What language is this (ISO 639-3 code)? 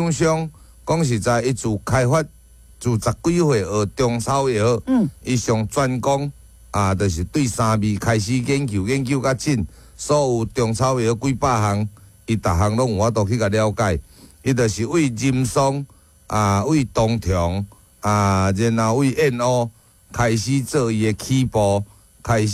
nan